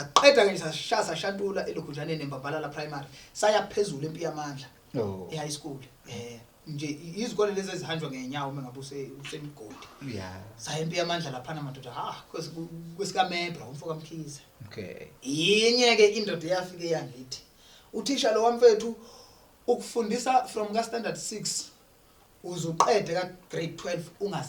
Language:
Zulu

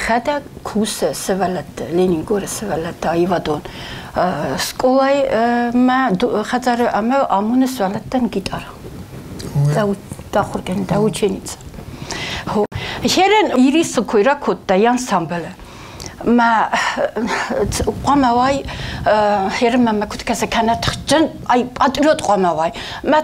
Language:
Ossetic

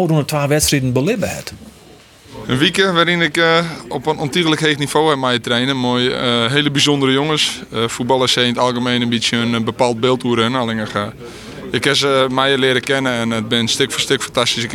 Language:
Western Frisian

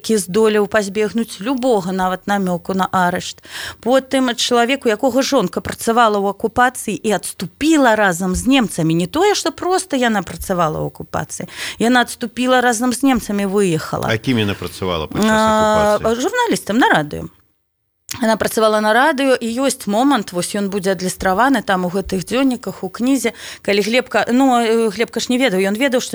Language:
Belarusian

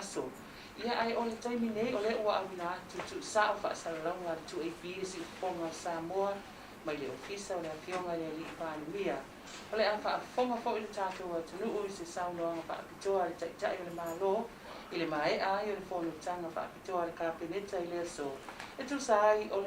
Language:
Samoan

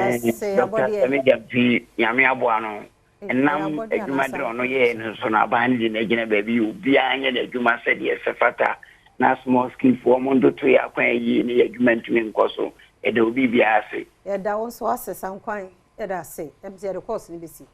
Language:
Akan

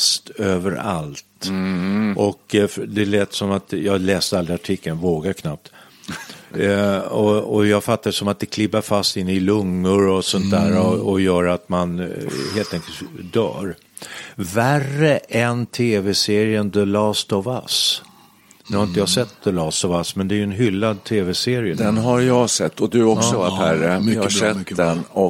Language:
Swedish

